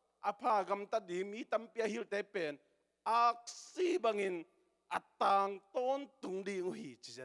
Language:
Tedim Chin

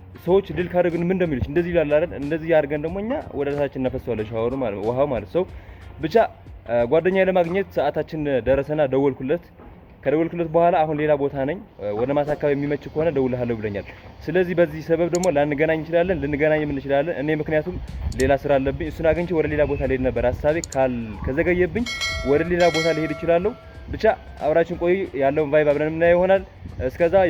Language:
Amharic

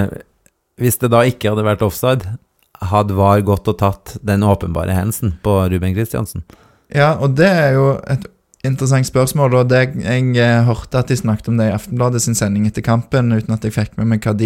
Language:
Norwegian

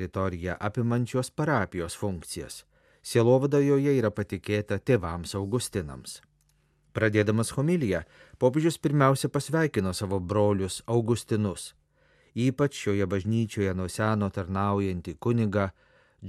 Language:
Lithuanian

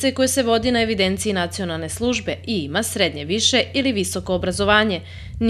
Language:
Serbian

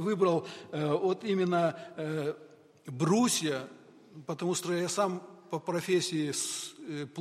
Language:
Russian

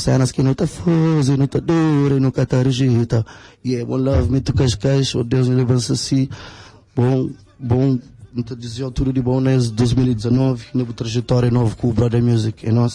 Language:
Kabuverdianu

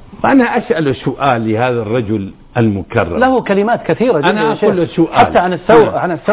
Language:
Arabic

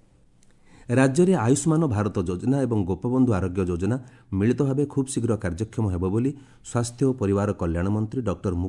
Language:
Odia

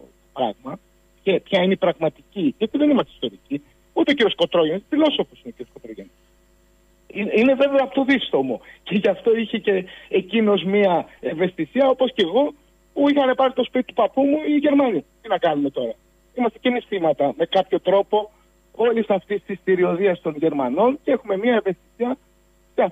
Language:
Greek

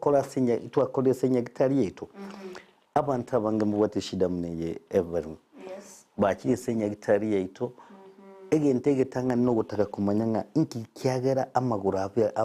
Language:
Gusii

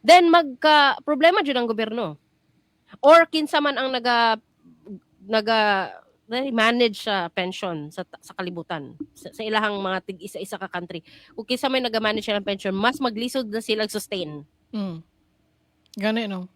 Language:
Cebuano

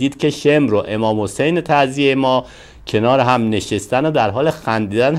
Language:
Persian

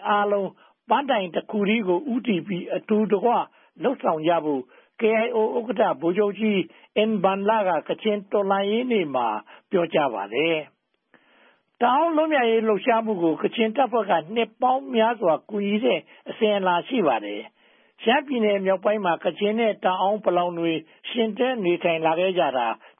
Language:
Burmese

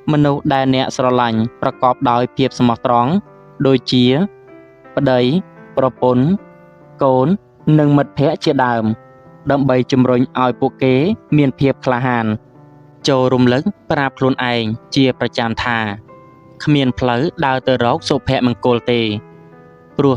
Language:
Khmer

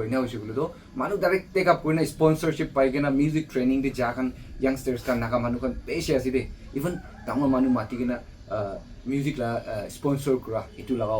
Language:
Naga Pidgin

